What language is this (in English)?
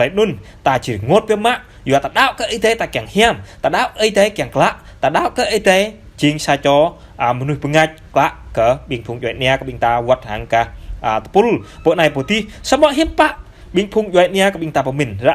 Jarai